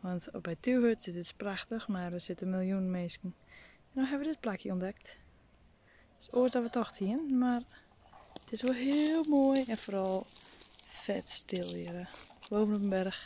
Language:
Western Frisian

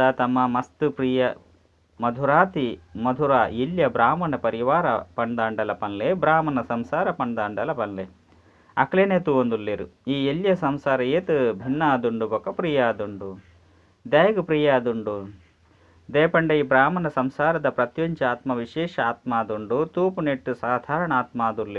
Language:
Tulu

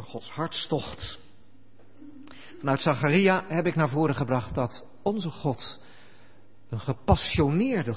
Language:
Dutch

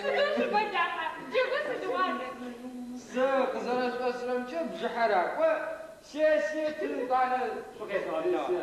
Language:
Adyghe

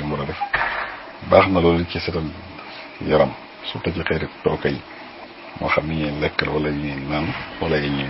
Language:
Wolof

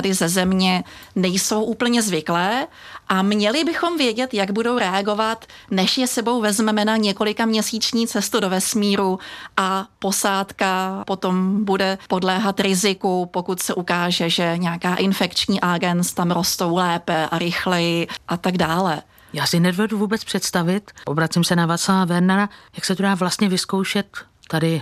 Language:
Czech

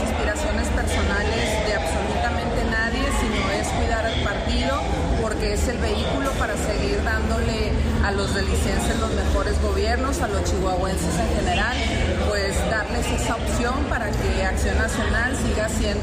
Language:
Spanish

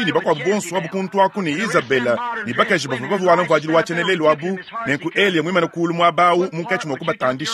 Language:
Luba-Lulua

